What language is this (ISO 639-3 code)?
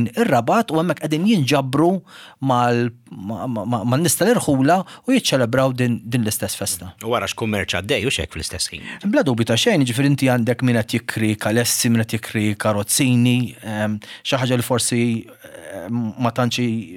mlt